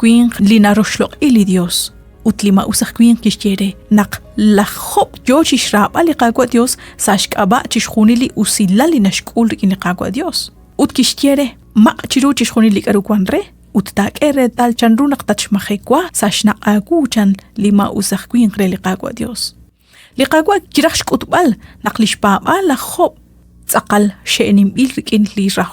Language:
Kekchí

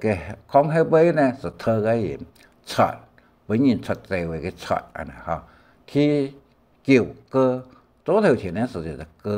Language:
Hakka Chinese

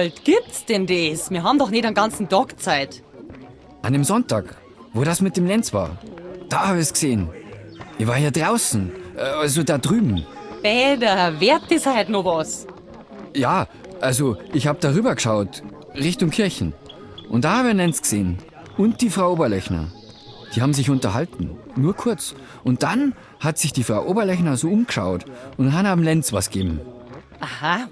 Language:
Bavarian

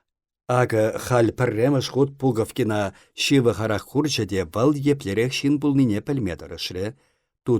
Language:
Chuvash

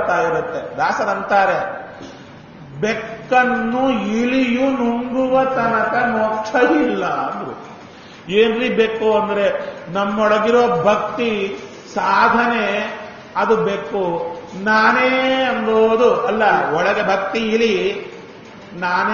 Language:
Kannada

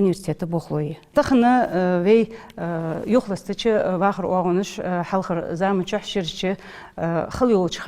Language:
Ingush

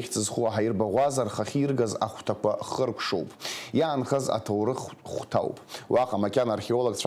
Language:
Abkhazian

